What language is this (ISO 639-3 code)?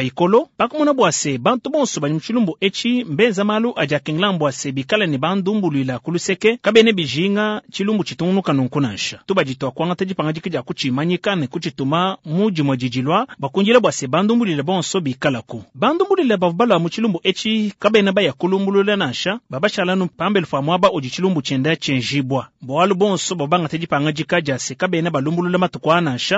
lua